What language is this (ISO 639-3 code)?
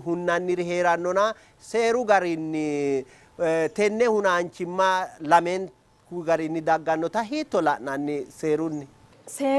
sid